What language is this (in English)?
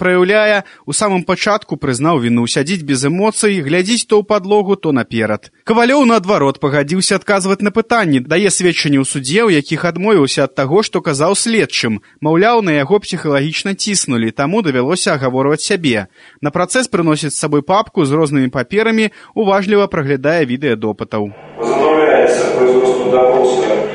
Belarusian